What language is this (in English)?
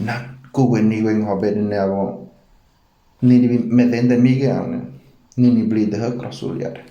Ngäbere